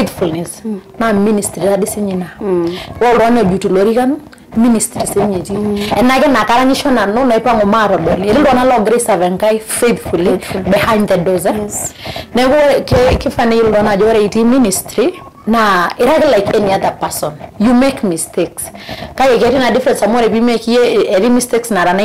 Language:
Masai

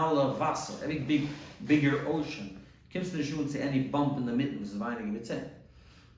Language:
Yiddish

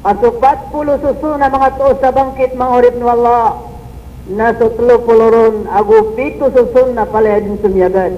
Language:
Maranao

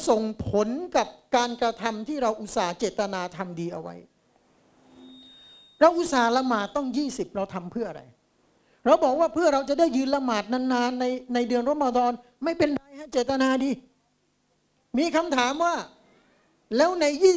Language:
Thai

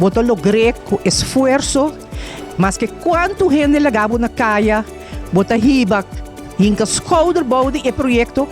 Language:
Papiamento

